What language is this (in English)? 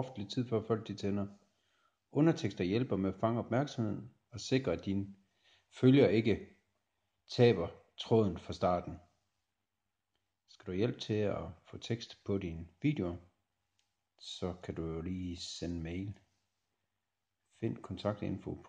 Danish